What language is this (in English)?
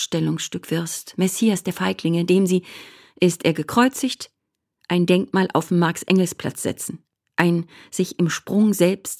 German